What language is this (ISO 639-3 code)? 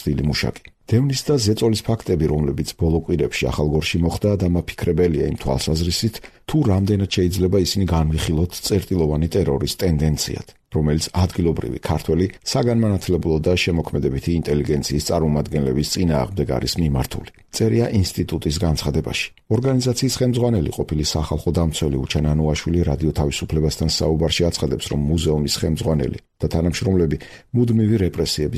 kat